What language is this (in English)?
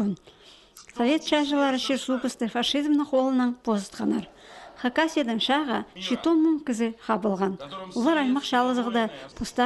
Khakas